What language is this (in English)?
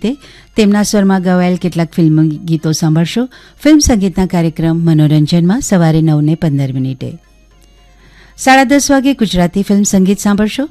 Gujarati